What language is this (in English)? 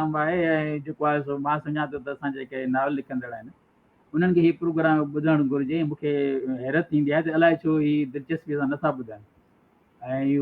Sindhi